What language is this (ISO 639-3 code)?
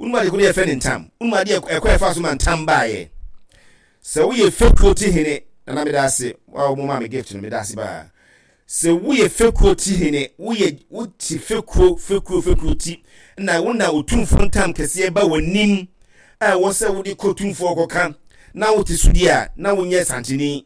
aka